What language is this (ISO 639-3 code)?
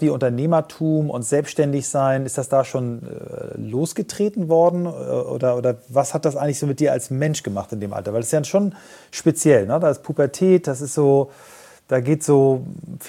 deu